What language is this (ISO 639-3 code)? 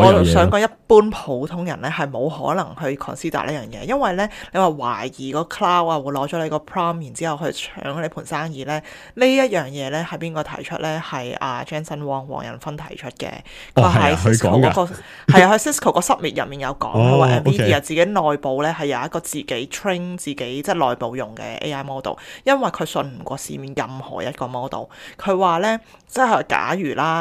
yue